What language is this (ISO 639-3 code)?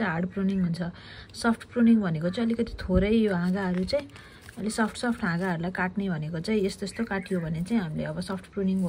nep